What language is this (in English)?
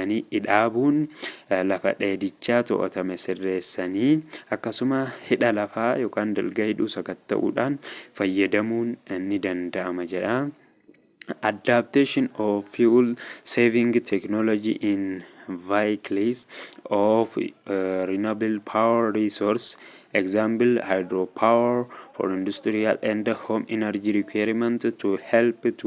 Oromo